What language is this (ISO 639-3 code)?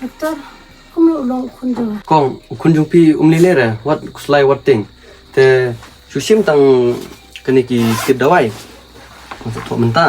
kha